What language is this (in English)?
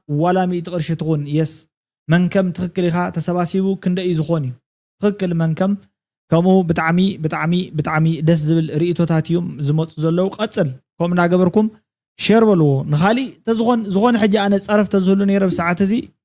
Tigrinya